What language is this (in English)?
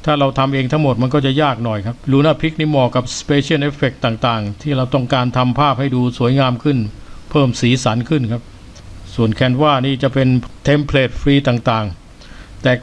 Thai